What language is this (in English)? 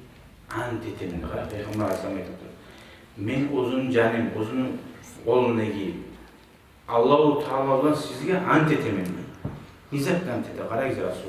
Kumyk